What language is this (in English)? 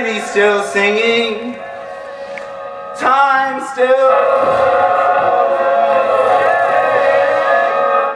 English